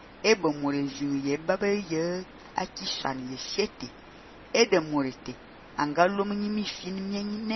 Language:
Fang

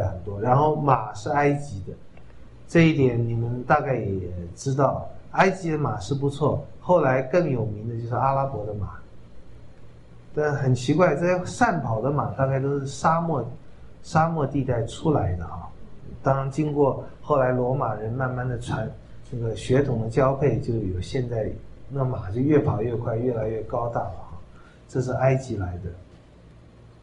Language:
Chinese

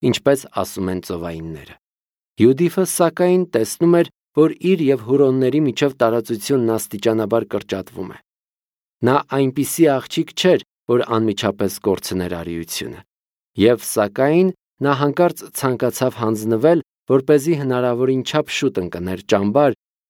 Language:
Armenian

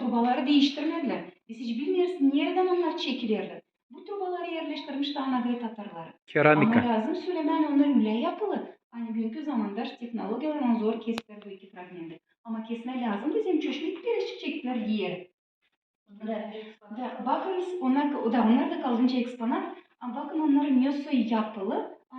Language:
Gagauz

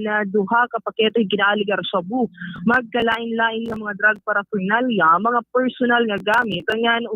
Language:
Waray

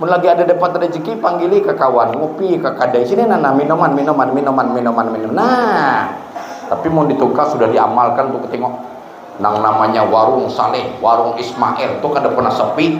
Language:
Banjar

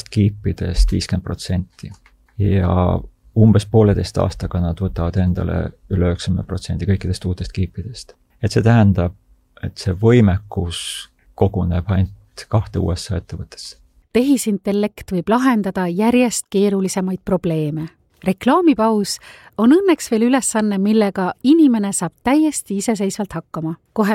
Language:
Estonian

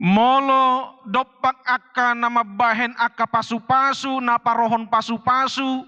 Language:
Batak Toba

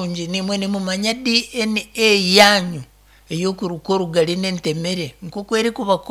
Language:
Nyankole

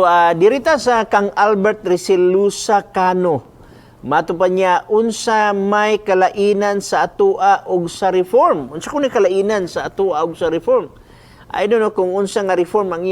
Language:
Cebuano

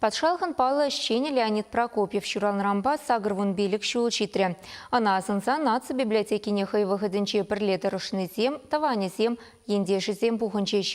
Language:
Chuvash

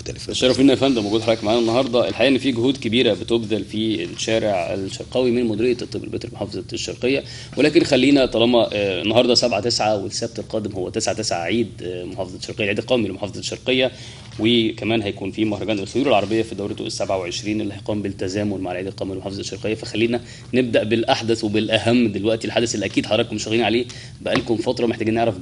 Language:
Egyptian Arabic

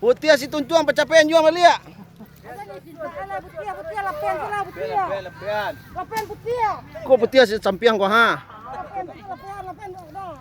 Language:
Minangkabau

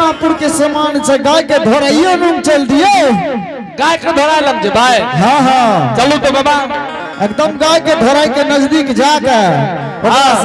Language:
Angika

